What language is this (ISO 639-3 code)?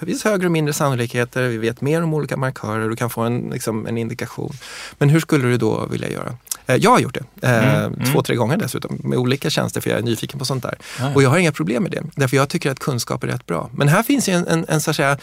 swe